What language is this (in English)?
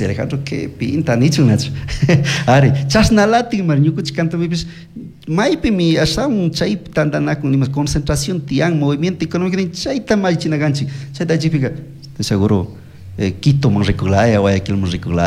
Chimborazo Highland Quichua